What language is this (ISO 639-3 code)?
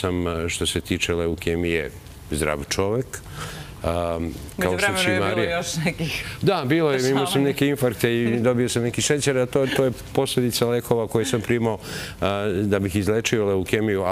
srp